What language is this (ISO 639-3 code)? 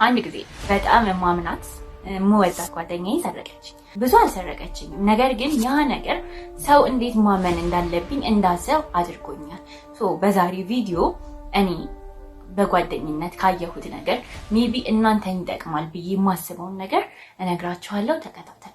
amh